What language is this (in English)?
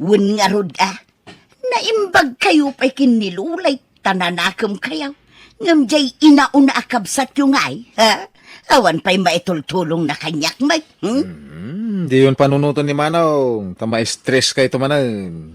Iloko